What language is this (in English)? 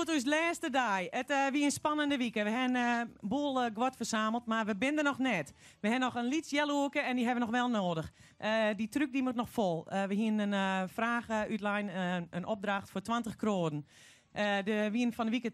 Western Frisian